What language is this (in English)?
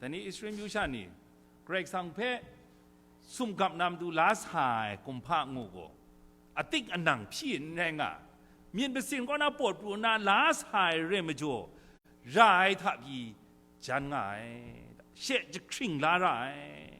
Kachin